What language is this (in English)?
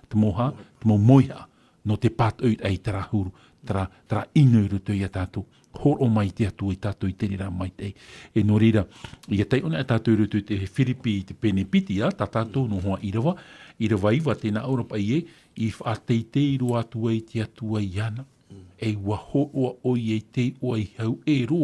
Tahitian